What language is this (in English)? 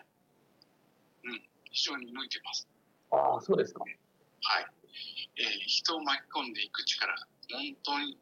Japanese